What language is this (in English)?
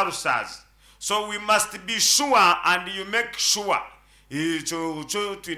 Nyankole